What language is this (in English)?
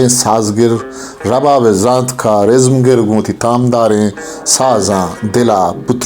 Baluchi